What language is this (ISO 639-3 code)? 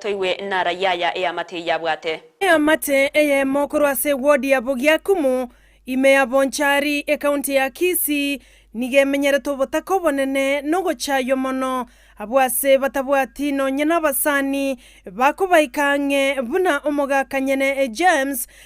guz